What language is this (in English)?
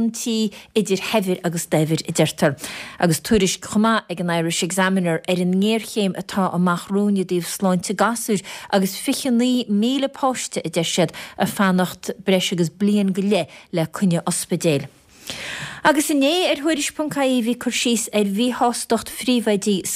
Irish